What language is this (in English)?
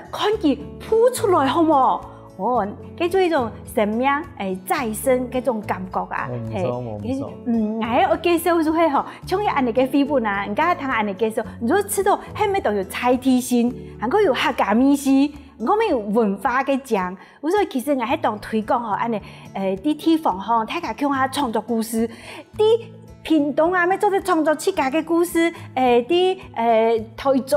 Hakka Chinese